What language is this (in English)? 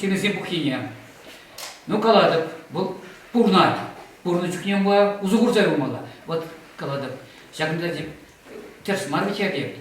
Chuvash